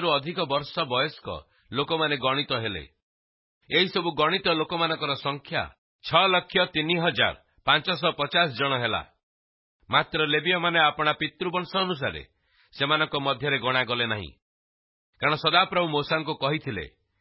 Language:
Odia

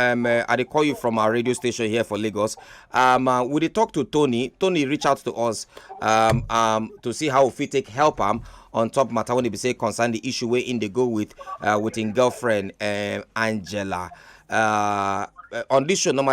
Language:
Nigerian Pidgin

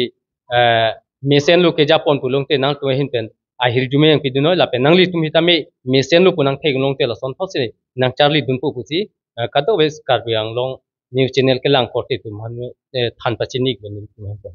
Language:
Karbi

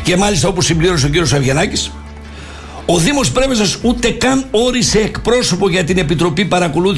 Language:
Greek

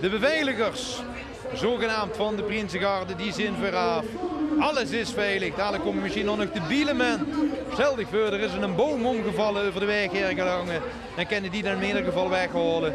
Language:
Limburgish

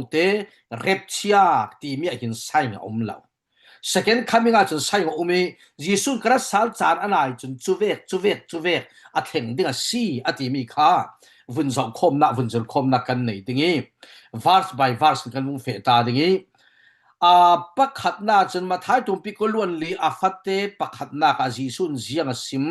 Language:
Falam Chin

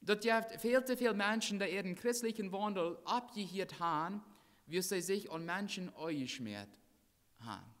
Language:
Plautdietsch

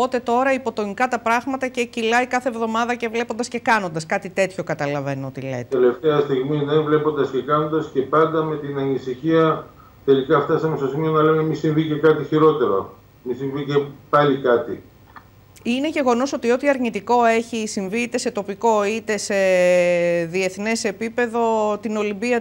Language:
Greek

